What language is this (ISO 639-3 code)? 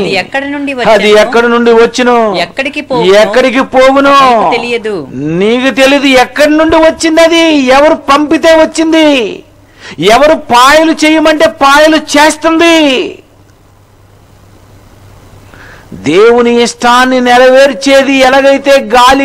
tel